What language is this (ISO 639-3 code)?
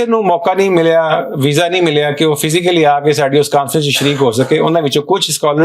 lah